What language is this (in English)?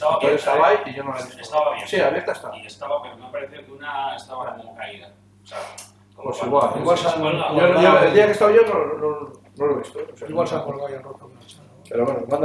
Spanish